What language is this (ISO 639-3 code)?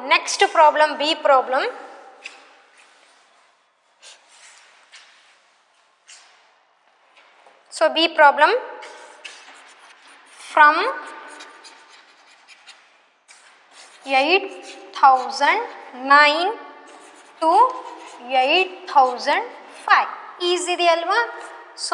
kan